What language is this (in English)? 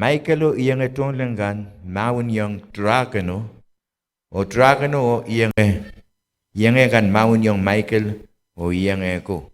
Pohnpeian